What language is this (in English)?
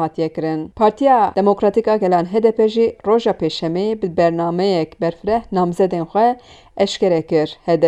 Kurdish